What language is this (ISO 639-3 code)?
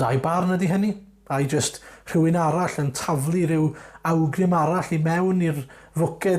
cym